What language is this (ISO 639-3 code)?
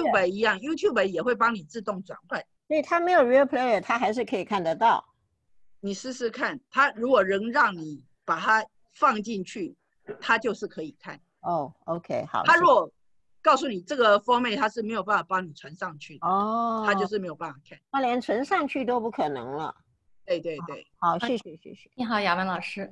zho